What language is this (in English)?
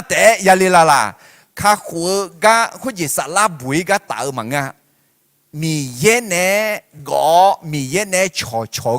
Akha